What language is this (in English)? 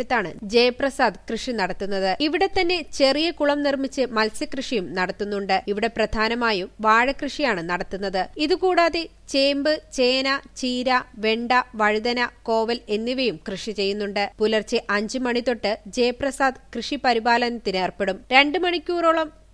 Malayalam